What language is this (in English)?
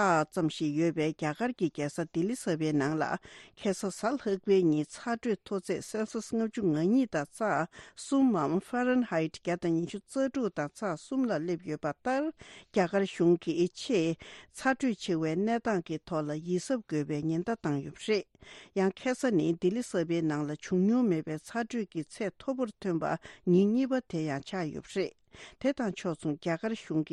Tibetan